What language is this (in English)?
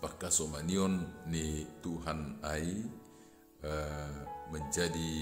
Batak Simalungun